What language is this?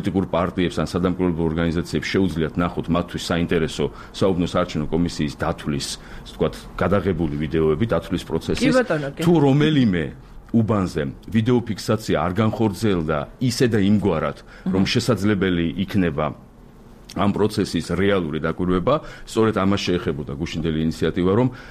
Georgian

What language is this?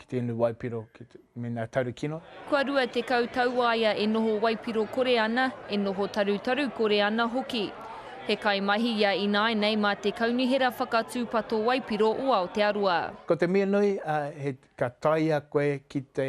Māori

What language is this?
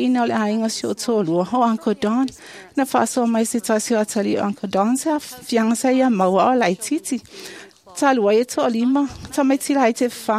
Samoan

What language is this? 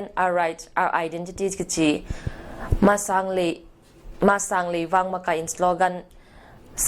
Paite Chin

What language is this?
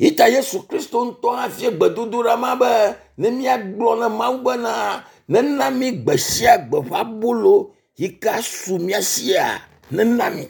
Ewe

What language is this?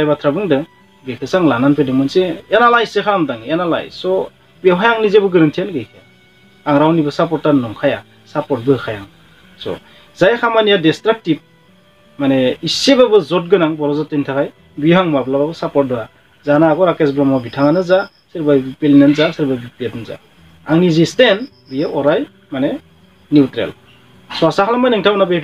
Bodo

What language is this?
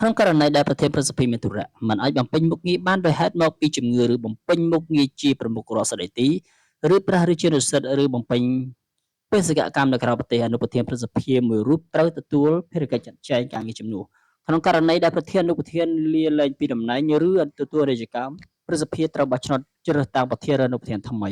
Khmer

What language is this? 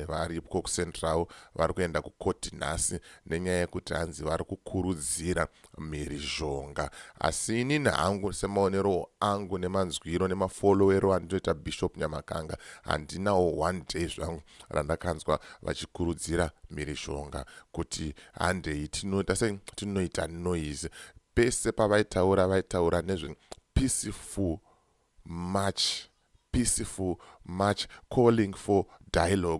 Shona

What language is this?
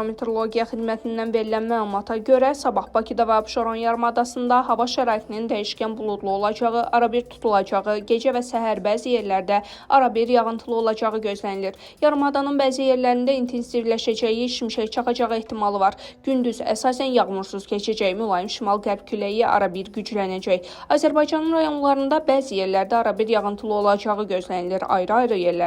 Azerbaijani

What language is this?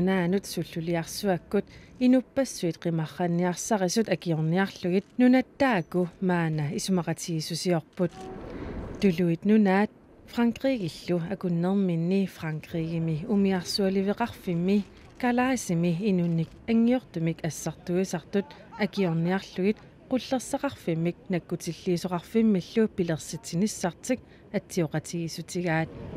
Kalaallisut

